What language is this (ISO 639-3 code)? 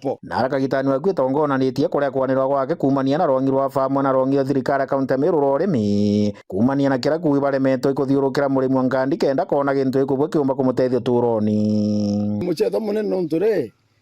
mer